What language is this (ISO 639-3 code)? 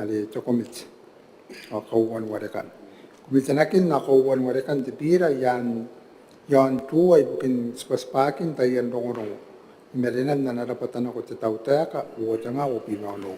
gil